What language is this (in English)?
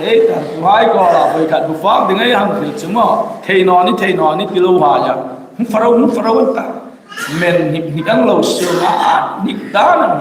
Hmar